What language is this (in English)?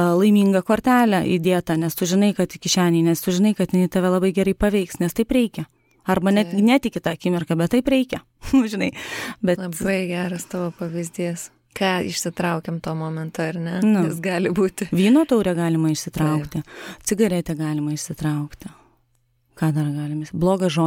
Lithuanian